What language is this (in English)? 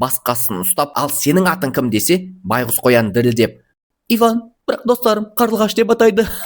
Kazakh